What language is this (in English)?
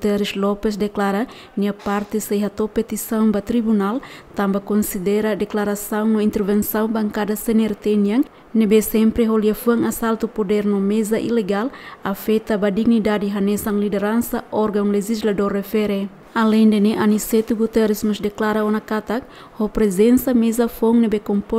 Tetum